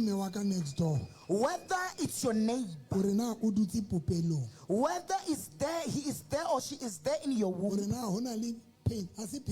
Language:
Southern Sotho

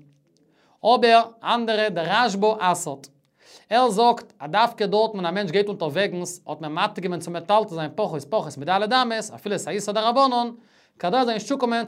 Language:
Yiddish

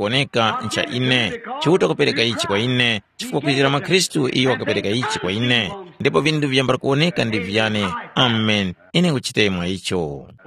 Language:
Tumbuka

